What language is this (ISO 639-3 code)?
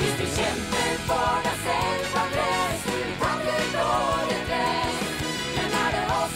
nor